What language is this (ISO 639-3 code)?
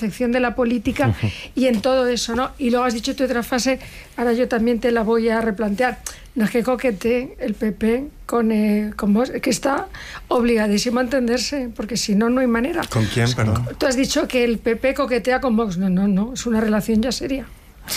spa